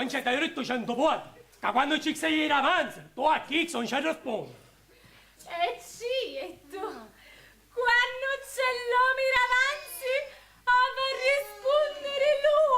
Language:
Sicilian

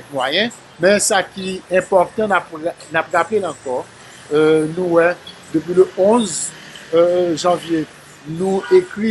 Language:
Haitian Creole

